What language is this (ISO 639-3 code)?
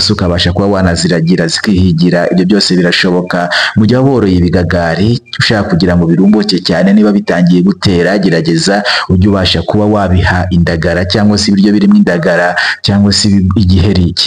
kin